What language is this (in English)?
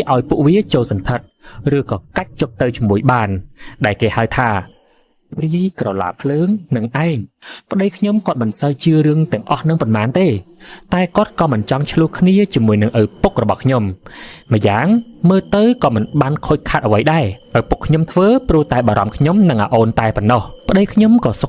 Khmer